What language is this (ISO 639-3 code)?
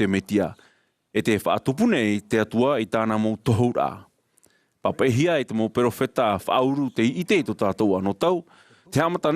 tah